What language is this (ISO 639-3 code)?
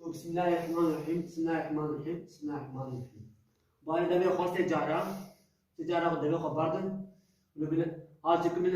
kur